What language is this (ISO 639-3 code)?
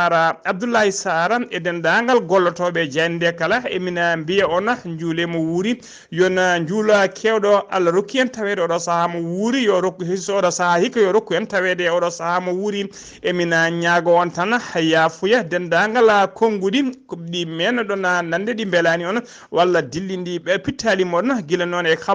ful